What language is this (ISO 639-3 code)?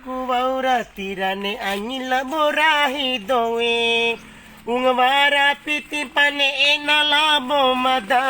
bhp